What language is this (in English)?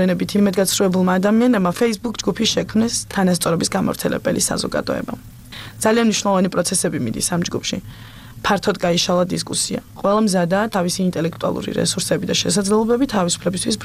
Georgian